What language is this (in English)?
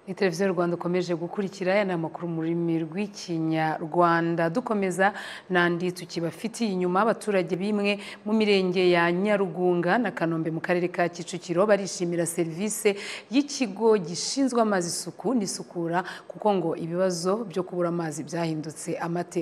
Kinyarwanda